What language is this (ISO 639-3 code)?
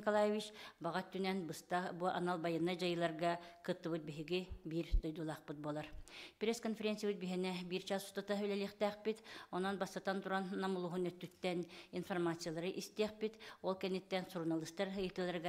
sah